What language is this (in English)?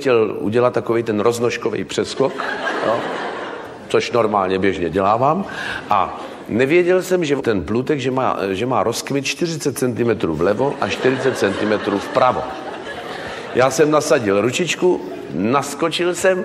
Czech